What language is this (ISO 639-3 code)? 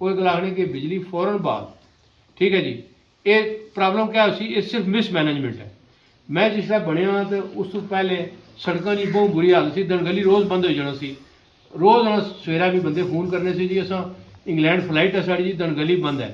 phr